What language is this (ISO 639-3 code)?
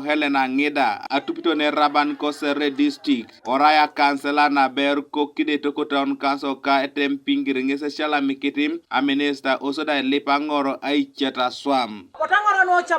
teo